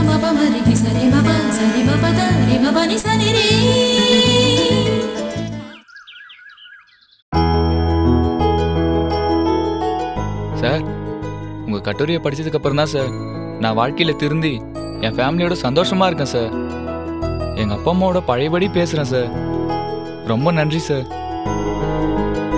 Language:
Tamil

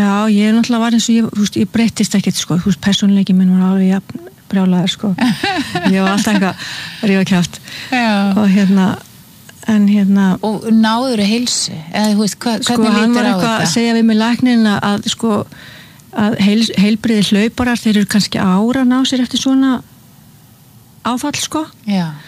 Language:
Icelandic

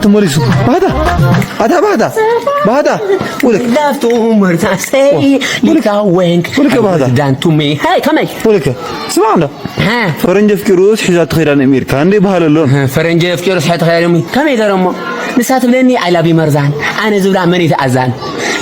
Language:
Tigrinya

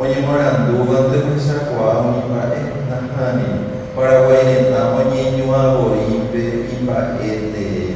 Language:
Guarani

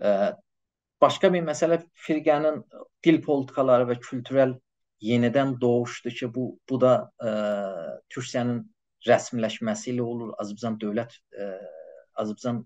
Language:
South Azerbaijani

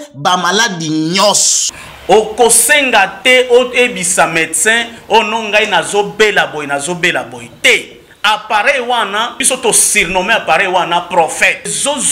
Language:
Lingala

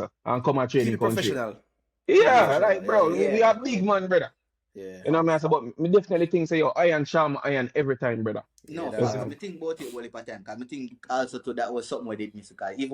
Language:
Jamaican Creole English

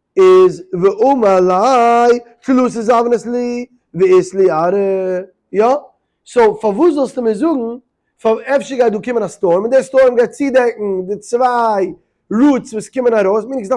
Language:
Yiddish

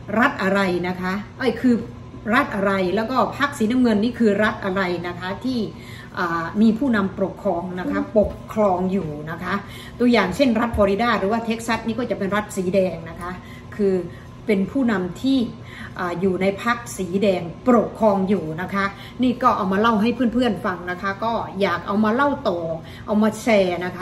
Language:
Thai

